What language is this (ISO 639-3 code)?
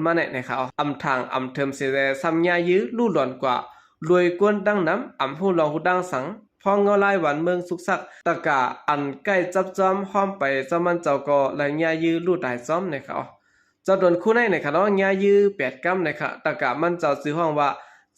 shn